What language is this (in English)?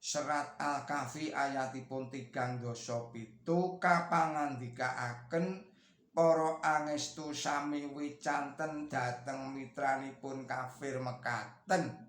Javanese